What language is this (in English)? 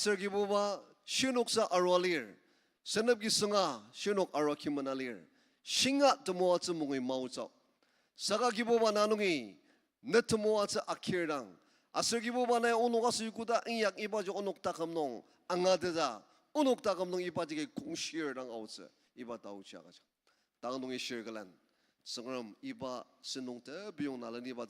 Ao Naga